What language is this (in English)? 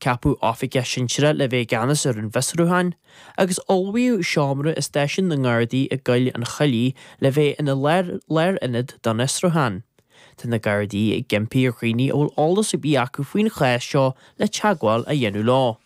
Irish